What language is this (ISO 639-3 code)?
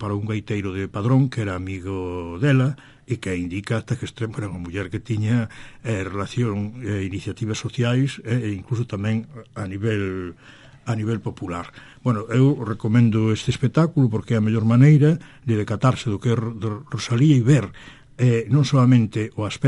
glg